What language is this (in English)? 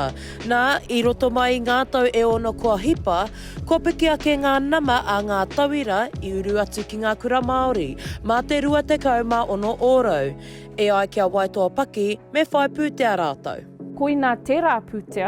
Māori